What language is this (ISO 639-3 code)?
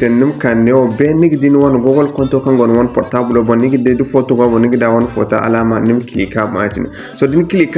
dje